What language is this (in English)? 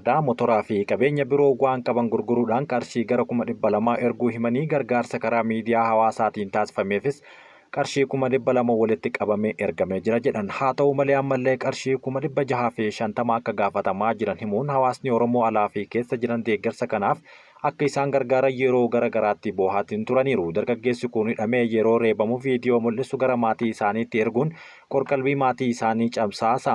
Oromo